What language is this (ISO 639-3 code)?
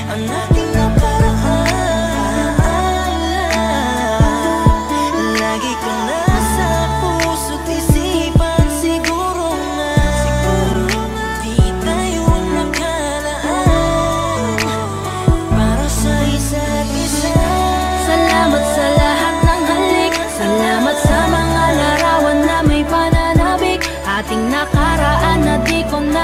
fil